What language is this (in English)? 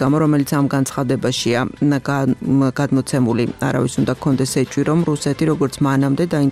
Georgian